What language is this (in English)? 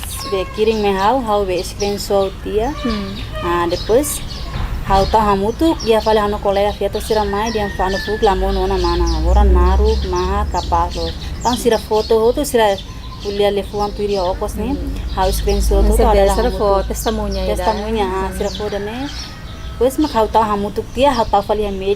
Tetum